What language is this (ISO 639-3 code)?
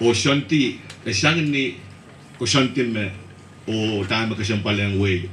pon